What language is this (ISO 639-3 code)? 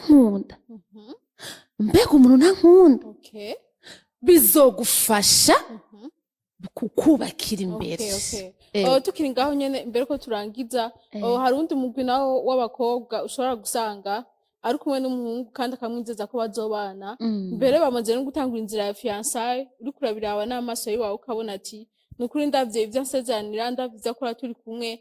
run